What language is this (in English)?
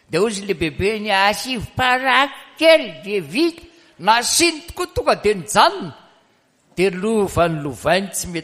Malagasy